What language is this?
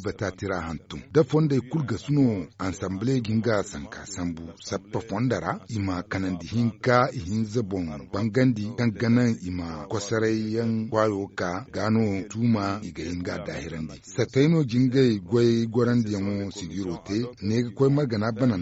Zarma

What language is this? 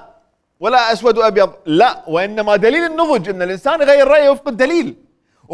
Mesopotamian Arabic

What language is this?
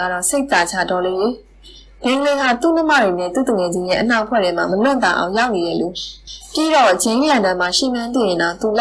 Burmese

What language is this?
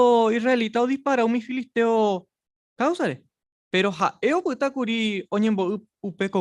Guarani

